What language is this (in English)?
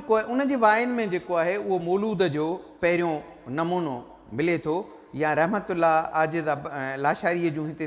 Sindhi